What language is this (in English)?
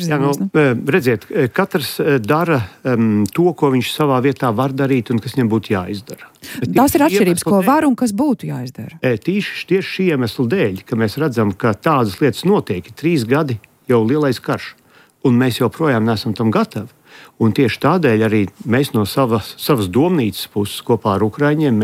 Latvian